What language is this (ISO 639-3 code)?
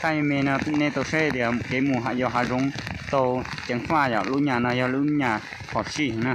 hmn